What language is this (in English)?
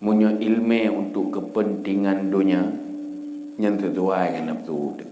Achinese